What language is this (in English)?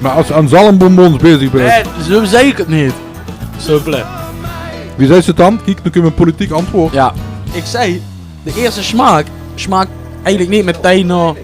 Limburgish